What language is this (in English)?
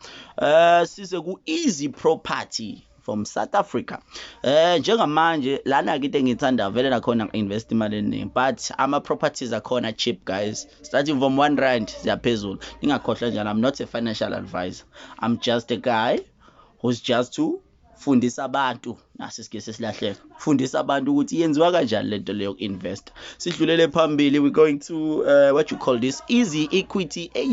Zulu